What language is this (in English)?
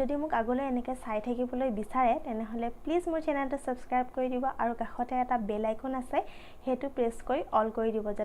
Assamese